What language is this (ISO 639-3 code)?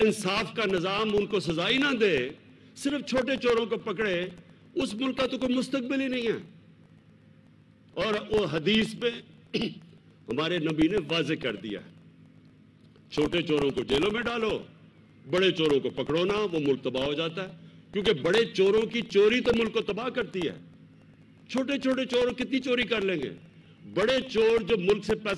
urd